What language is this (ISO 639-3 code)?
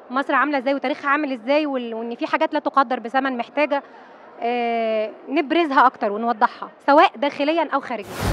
arz